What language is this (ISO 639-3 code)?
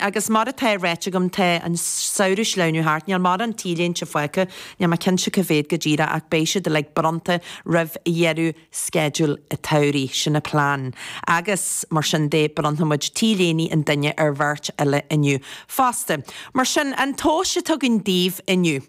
gle